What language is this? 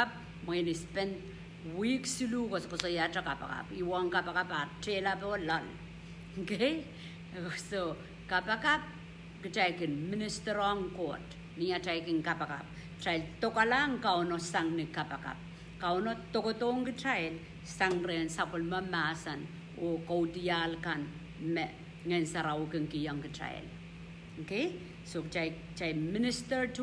Pohnpeian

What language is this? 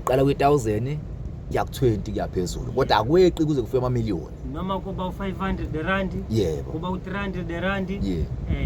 Zulu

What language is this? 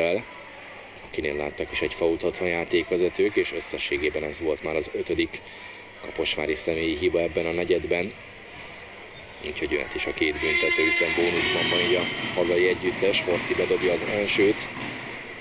Hungarian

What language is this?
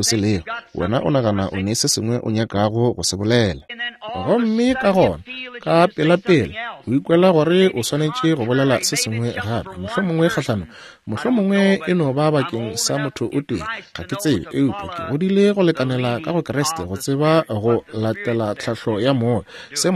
Northern Sotho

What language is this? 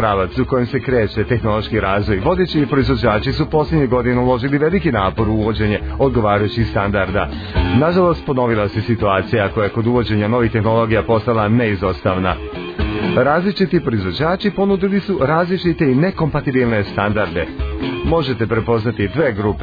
Serbian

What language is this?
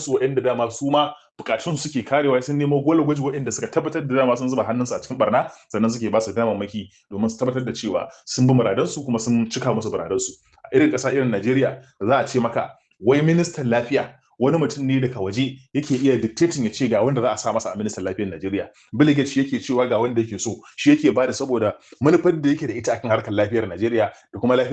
Hausa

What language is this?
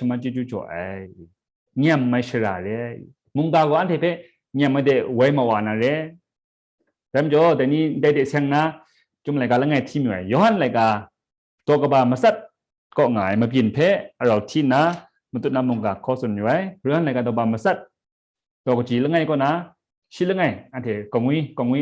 Kachin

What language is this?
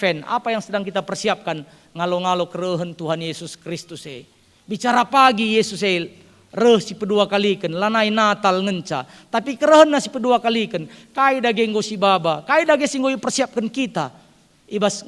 Batak Karo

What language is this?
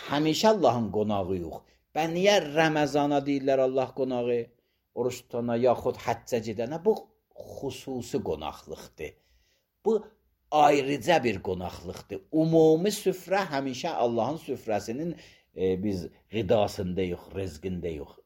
Azerbaijani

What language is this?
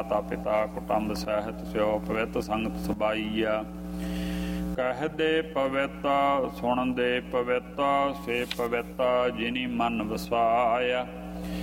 Punjabi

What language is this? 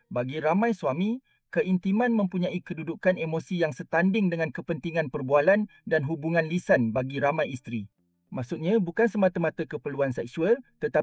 Malay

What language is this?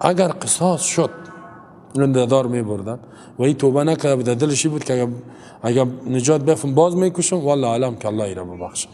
Persian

